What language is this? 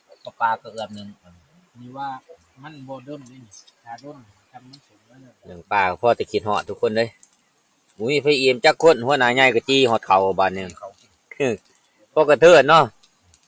Lao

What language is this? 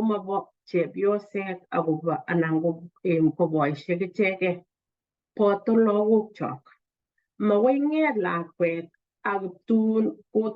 Kalenjin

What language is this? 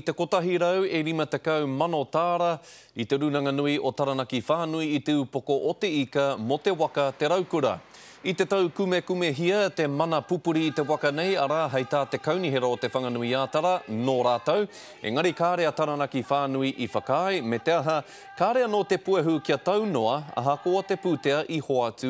Māori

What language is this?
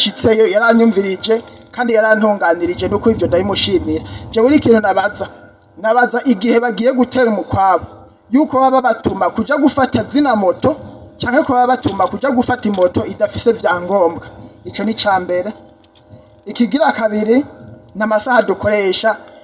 Rundi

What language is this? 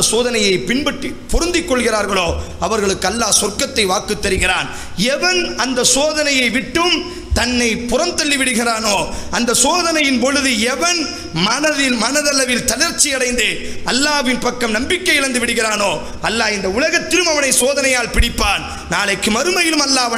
Tamil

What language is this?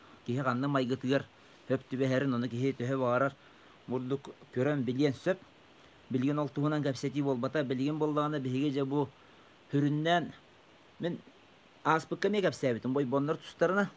Yakut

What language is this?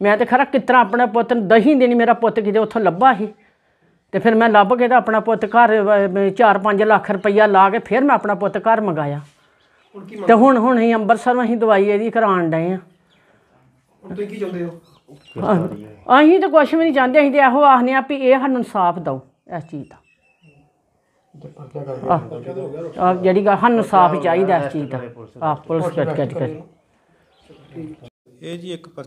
Punjabi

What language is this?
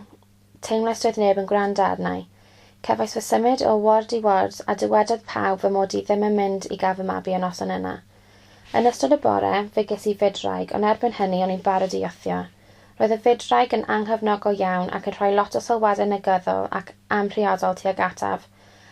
Welsh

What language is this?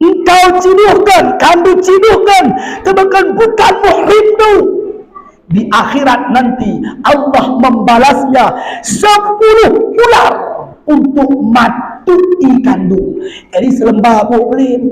Batak Alas-Kluet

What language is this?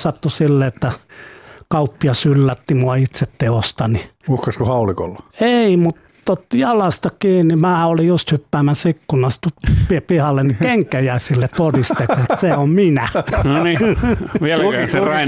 Finnish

